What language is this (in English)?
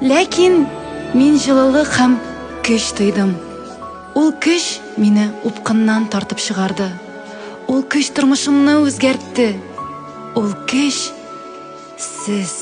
Tatar